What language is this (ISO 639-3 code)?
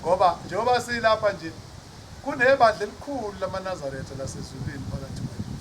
zul